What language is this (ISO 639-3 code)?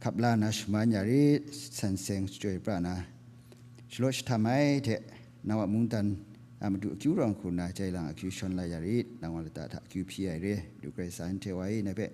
kac